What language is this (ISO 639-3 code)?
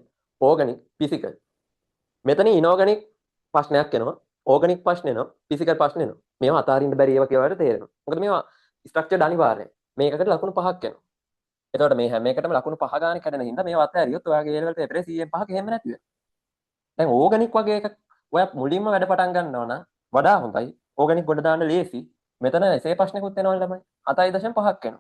sin